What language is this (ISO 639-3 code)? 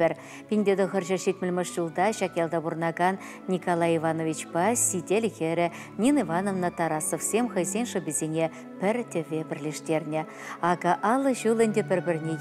chv